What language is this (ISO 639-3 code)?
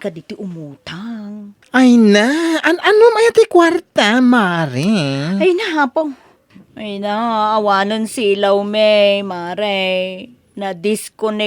ilo